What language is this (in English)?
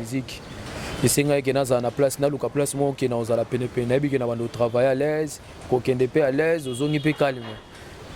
Lingala